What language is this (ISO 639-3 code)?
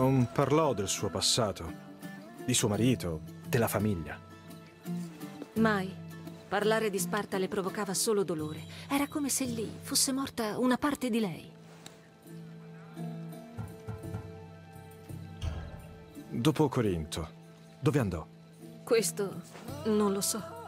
ita